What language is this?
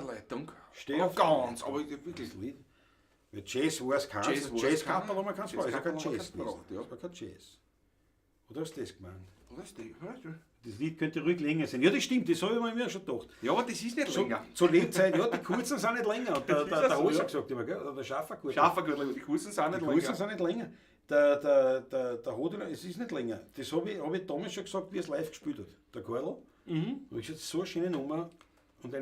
Bavarian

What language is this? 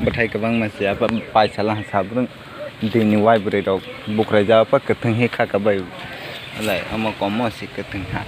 Kok Borok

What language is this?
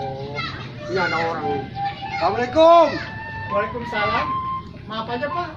Betawi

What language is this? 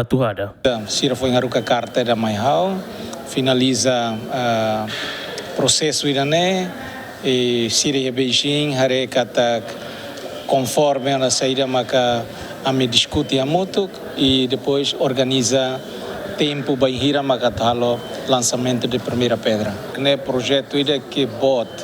Tetum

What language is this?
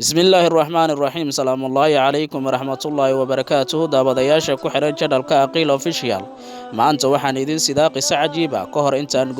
Somali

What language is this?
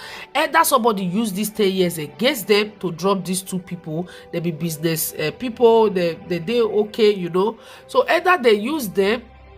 Nigerian Pidgin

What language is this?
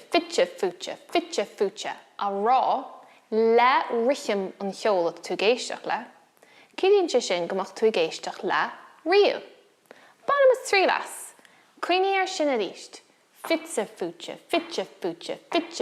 Irish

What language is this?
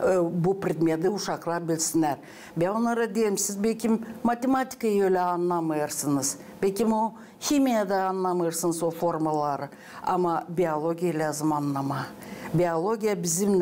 Gagauz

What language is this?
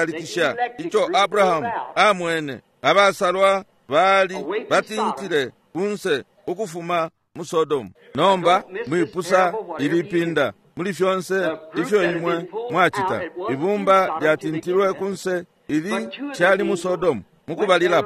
Bemba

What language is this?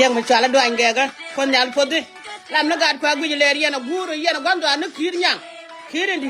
Nuer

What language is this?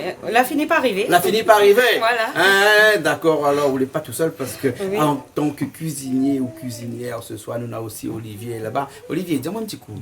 Réunion Creole French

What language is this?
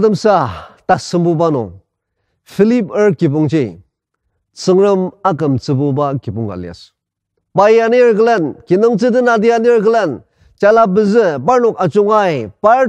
Ao Naga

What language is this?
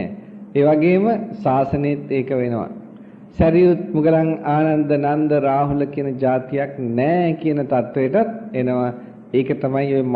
Sinhala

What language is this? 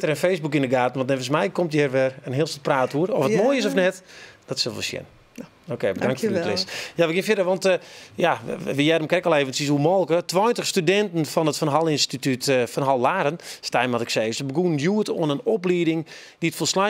Western Frisian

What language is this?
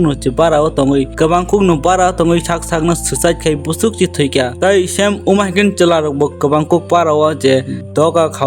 Kok Borok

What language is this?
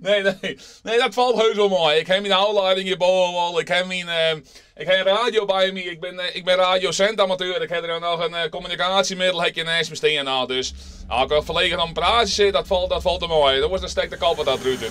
Western Frisian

